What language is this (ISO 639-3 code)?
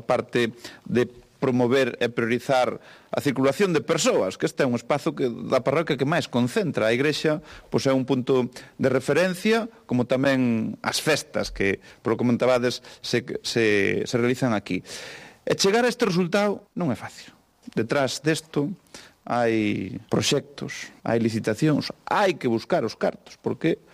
glg